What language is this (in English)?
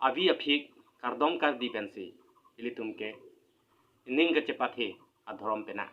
Karbi